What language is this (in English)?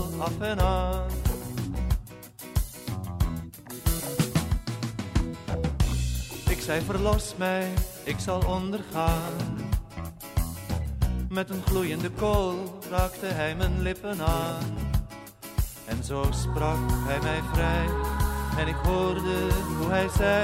Dutch